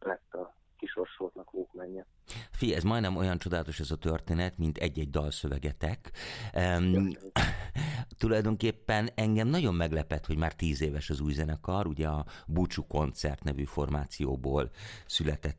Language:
Hungarian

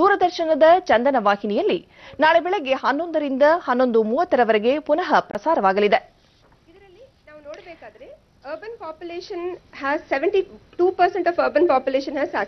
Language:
Kannada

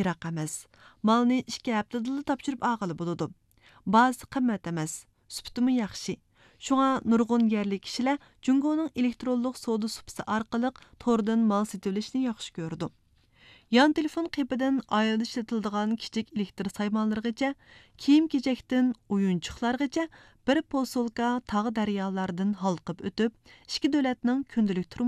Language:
Uyghur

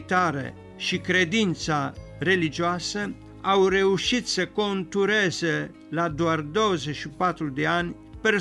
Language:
Romanian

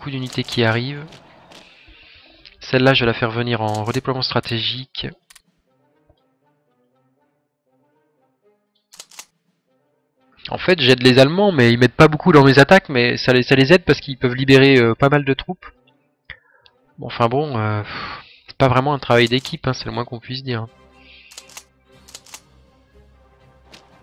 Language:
French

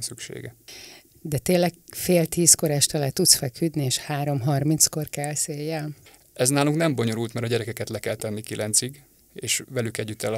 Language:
Hungarian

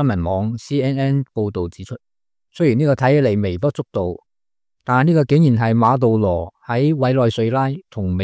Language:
Cantonese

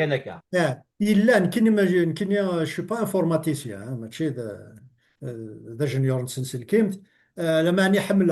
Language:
Kabyle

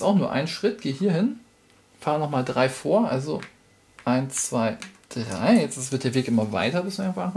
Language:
German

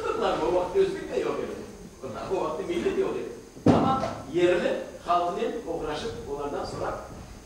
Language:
Crimean Tatar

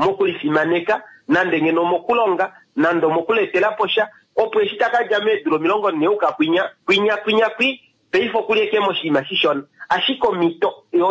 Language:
Kuanyama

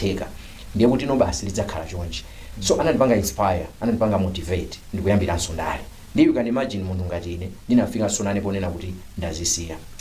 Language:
Nyanja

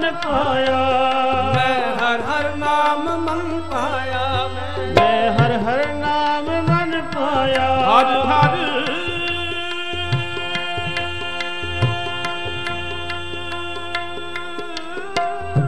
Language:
Punjabi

